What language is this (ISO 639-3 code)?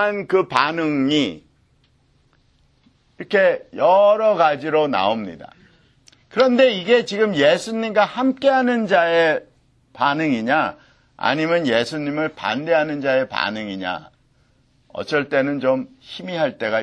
kor